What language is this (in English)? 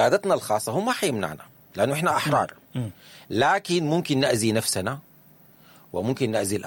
Sudanese Arabic